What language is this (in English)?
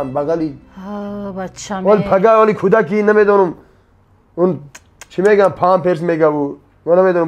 Tajik